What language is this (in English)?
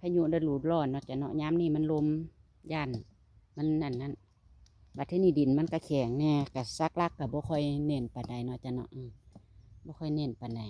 Northeastern Thai